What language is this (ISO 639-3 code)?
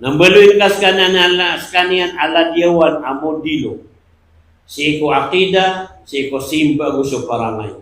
mrw